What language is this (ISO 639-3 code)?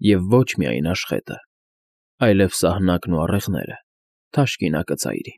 hye